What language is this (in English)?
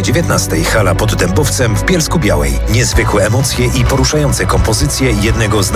Polish